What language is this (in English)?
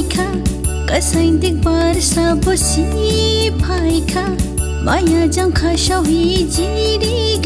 Dimasa